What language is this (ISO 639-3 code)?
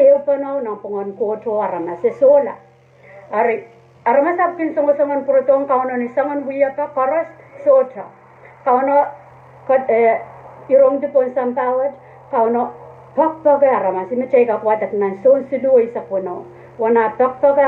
pon